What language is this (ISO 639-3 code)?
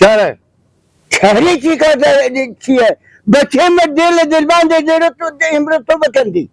fas